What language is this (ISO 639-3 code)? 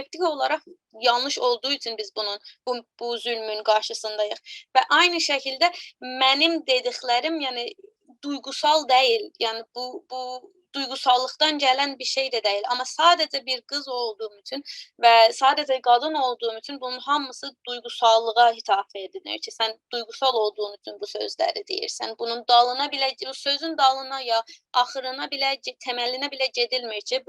azb